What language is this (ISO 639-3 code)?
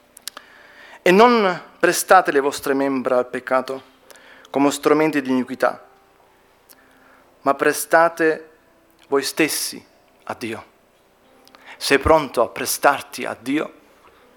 ita